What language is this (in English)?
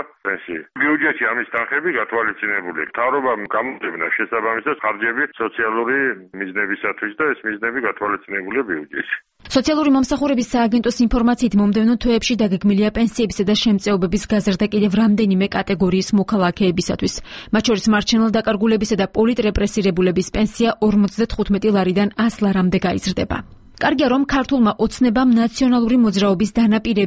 Georgian